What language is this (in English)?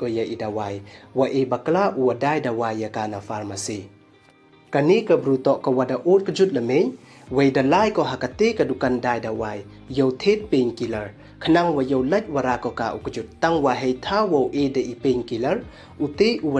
Pnar